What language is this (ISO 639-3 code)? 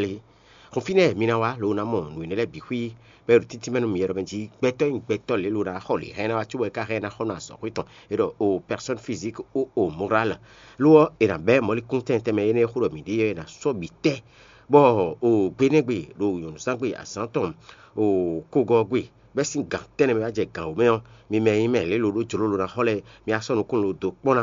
fon